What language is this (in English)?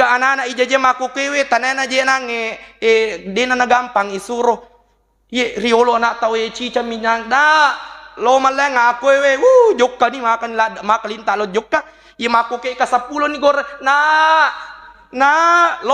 Buginese